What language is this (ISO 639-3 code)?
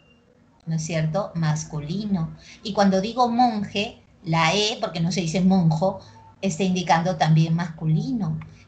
spa